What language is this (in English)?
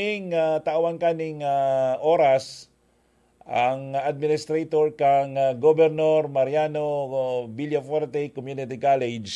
Bikol